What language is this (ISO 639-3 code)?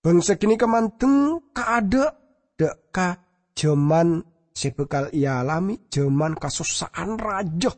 mad